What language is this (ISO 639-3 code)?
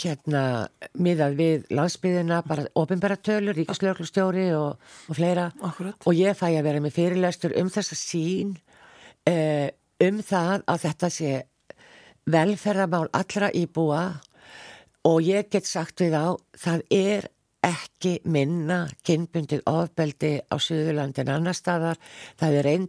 isl